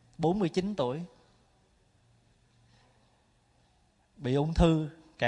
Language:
Vietnamese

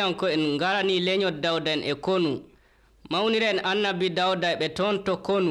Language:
Nigerian Fulfulde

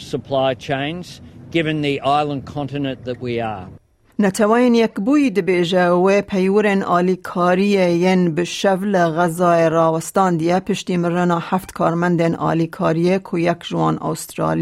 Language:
Kurdish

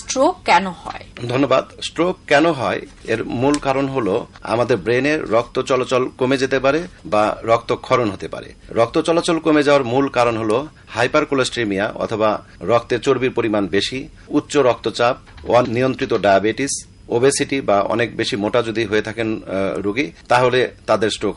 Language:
Bangla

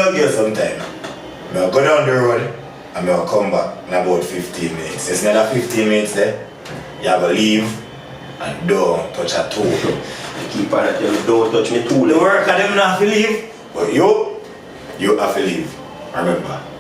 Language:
Jamaican Creole English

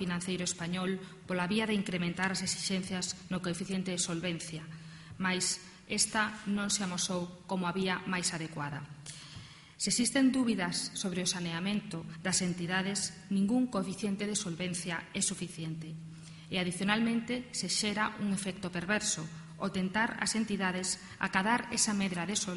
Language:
Galician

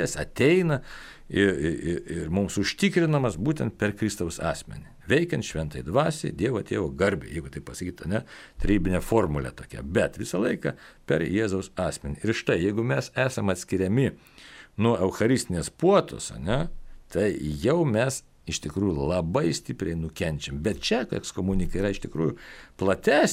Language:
Lithuanian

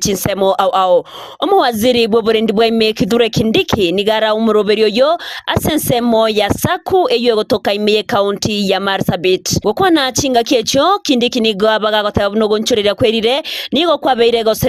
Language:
Gusii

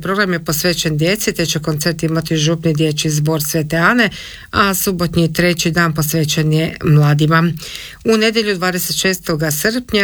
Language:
Croatian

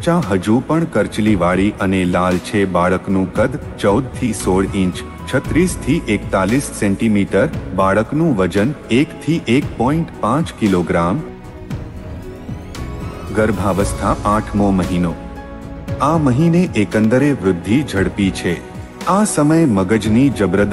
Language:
Gujarati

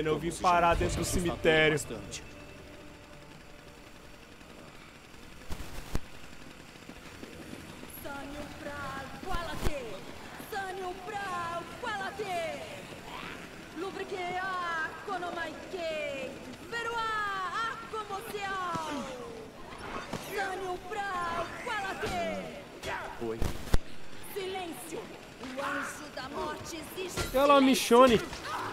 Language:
Portuguese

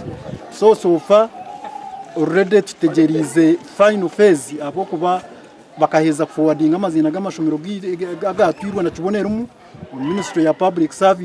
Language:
Nyankole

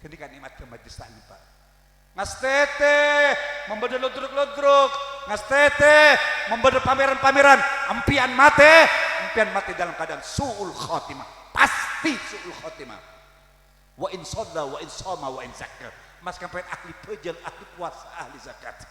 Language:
Madurese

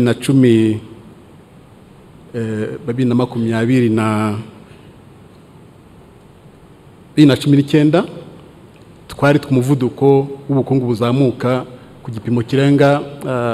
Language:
Kinyarwanda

